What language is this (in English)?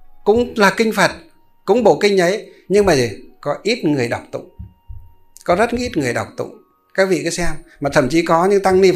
Vietnamese